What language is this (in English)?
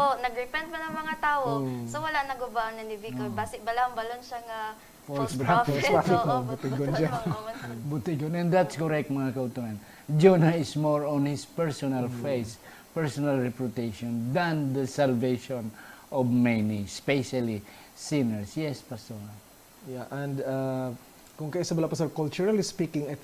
Hiligaynon